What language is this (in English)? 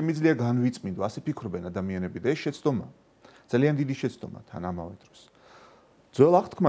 Georgian